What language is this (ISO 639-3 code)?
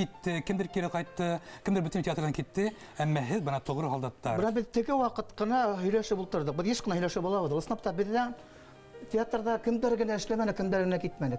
bak